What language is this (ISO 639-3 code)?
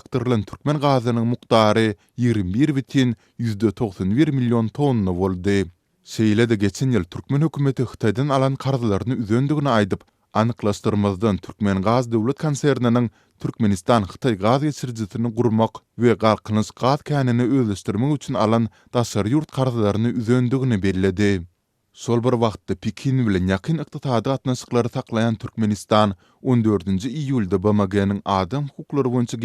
tuk